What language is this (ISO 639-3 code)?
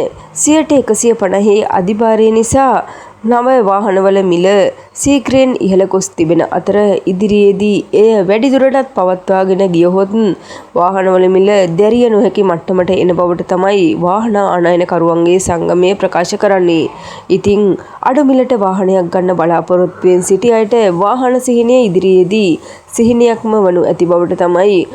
sin